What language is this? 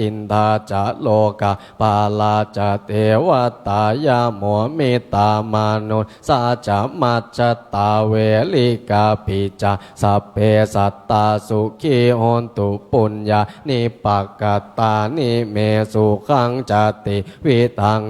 Pali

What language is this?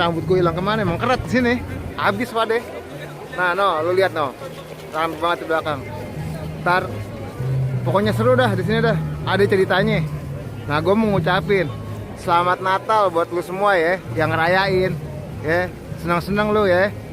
Betawi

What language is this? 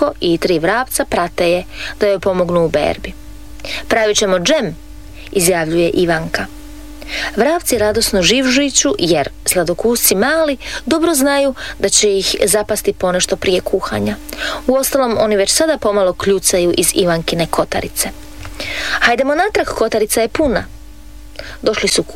Croatian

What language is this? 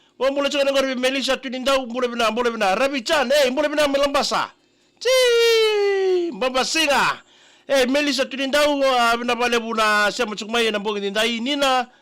Fijian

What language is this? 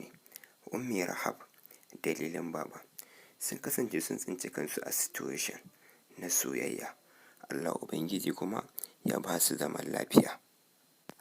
Hausa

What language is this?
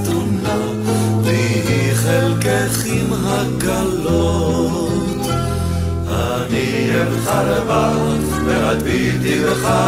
Hebrew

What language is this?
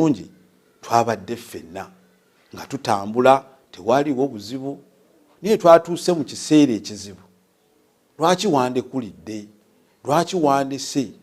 Ganda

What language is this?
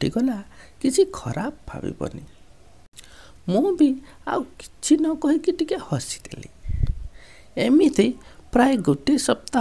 Odia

